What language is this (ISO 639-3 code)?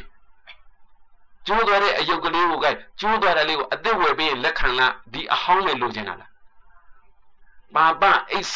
mya